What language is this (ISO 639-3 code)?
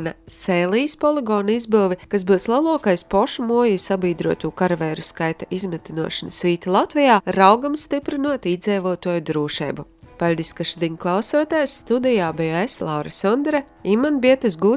lav